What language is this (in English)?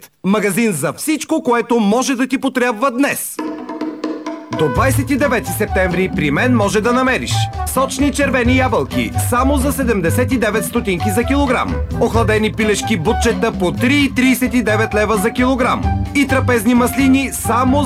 Bulgarian